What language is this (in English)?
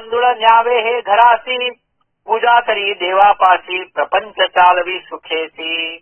Kannada